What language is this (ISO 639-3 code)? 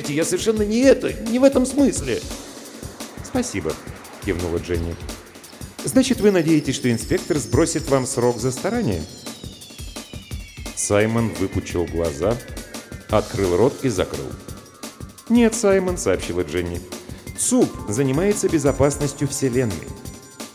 rus